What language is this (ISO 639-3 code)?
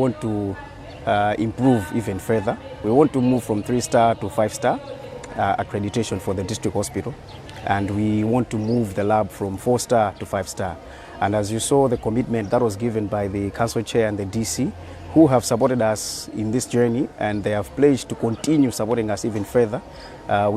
eng